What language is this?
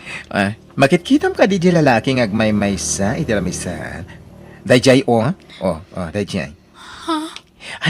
Iloko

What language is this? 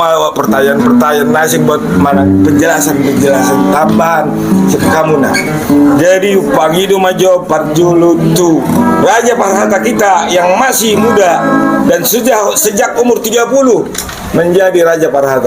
Batak Toba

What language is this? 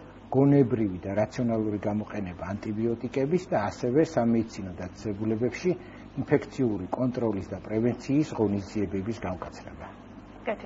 Georgian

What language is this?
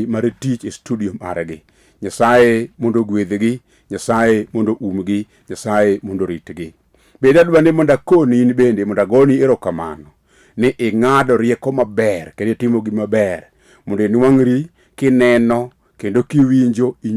Luo (Kenya and Tanzania)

